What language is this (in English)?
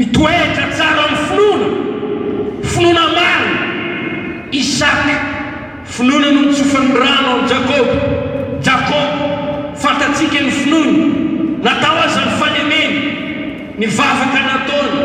Malagasy